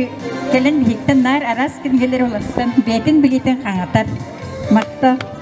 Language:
Yakut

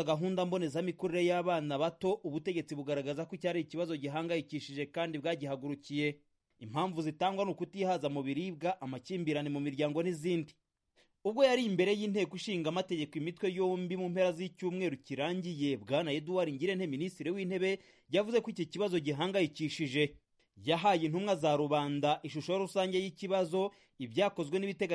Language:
Kinyarwanda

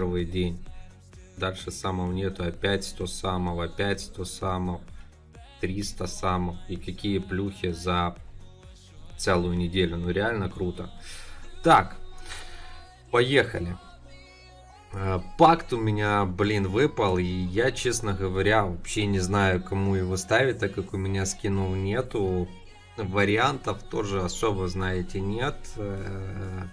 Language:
Russian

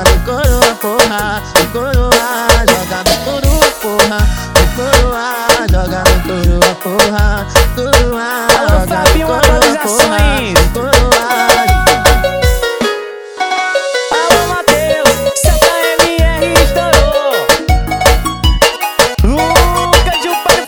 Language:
Portuguese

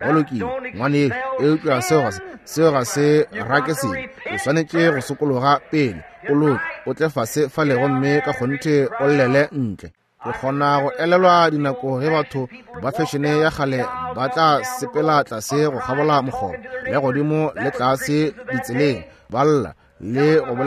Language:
Northern Sotho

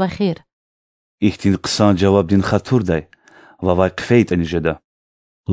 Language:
Lezghian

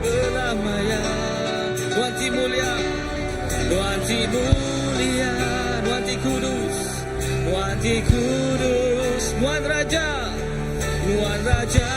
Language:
Iban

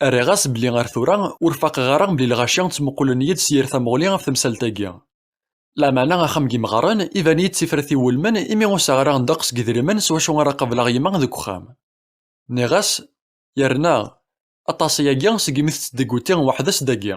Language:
Kabyle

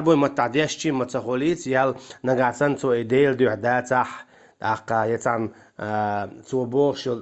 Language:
Chechen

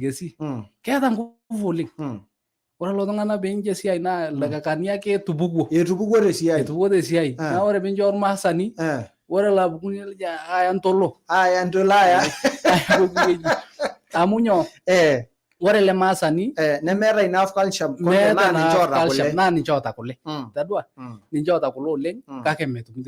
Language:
Masai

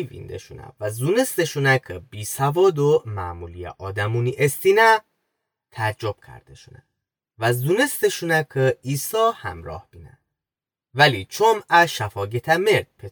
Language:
Gilaki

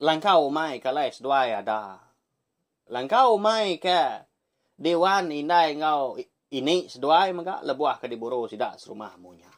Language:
Iban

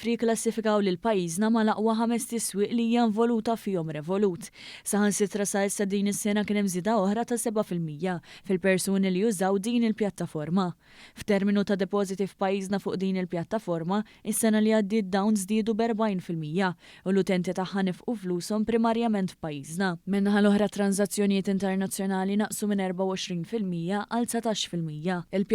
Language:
Maltese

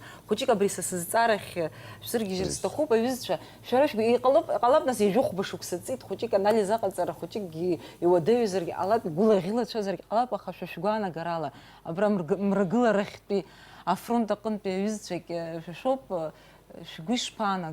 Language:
Abkhazian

